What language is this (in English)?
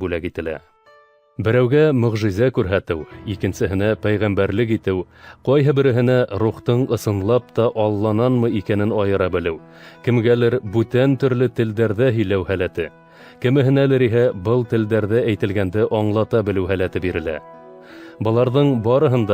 Bashkir